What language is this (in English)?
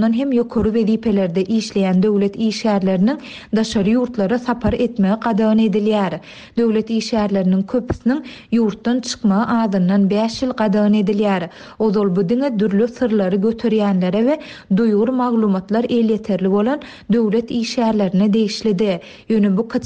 Turkmen